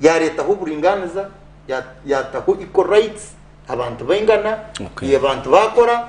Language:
Nyankole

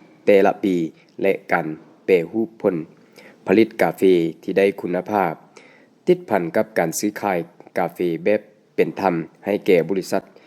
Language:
Lao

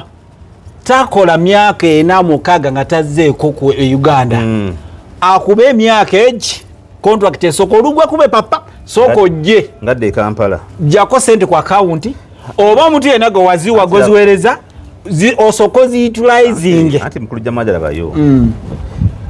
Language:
Ganda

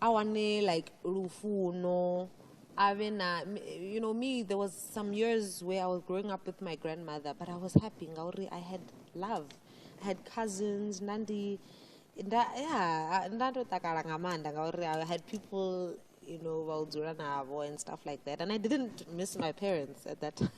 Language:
Venda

